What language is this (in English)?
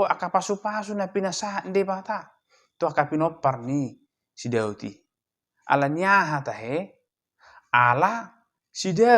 Batak Toba